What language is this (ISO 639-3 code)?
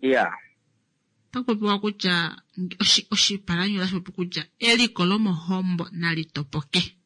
kua